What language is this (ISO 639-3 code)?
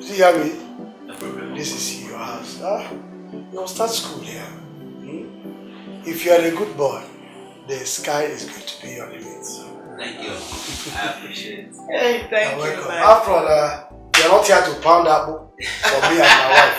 pcm